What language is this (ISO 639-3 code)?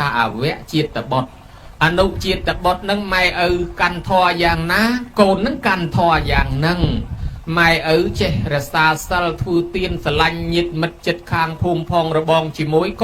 khm